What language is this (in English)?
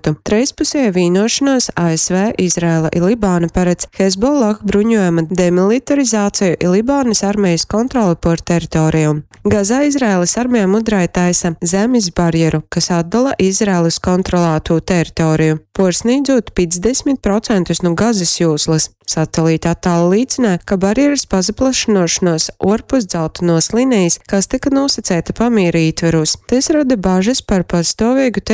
Latgalian